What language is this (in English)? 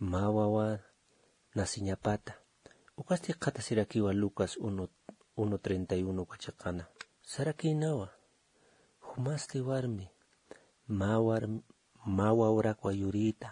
Aymara